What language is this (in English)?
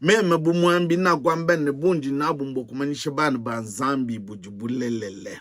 Luba-Lulua